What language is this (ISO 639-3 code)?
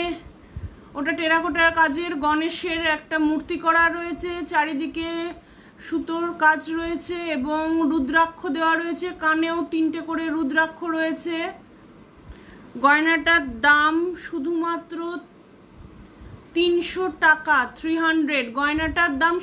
ben